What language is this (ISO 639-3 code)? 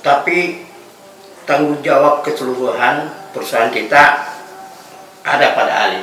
mfp